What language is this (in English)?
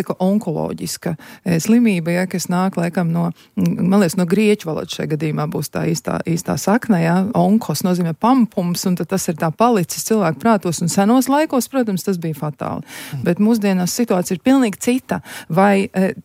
Latvian